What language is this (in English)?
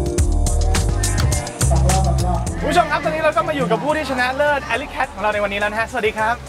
Thai